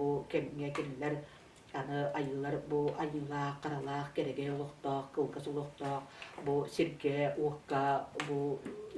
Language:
Yakut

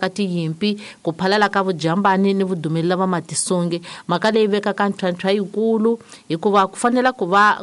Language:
Tsonga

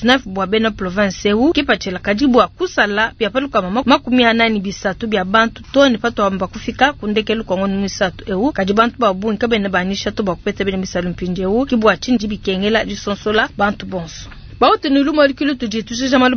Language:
Luba-Lulua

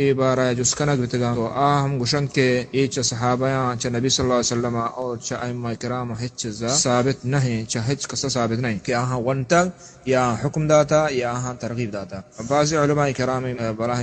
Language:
Baluchi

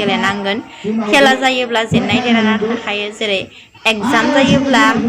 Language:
Bodo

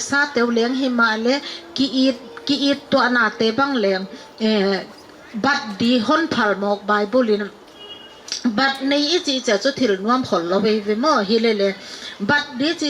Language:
Paite Chin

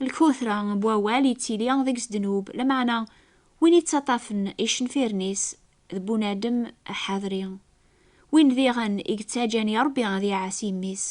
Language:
Kabyle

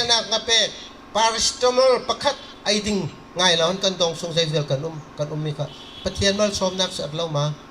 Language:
Bawm Chin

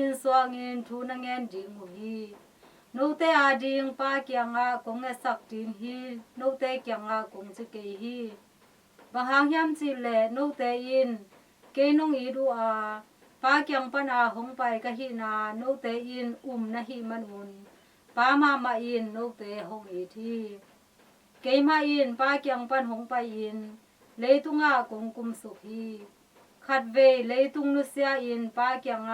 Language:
Tedim Chin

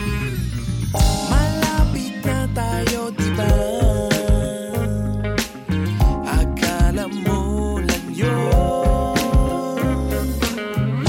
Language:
Filipino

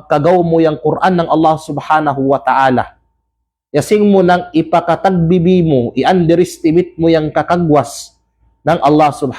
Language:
Kalagan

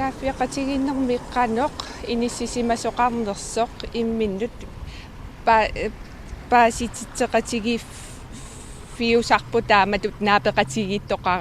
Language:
Kalaallisut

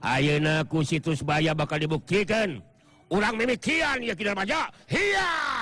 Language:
Sundanese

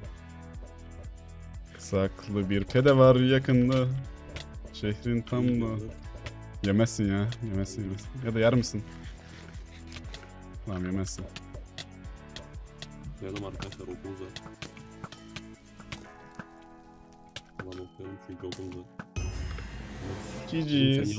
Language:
Turkish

